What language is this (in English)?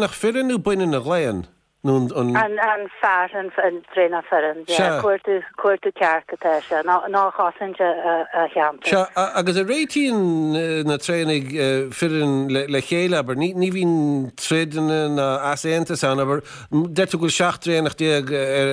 Irish